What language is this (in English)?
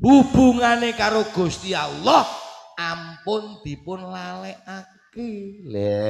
Javanese